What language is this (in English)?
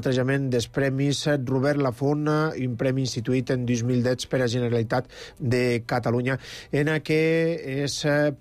Catalan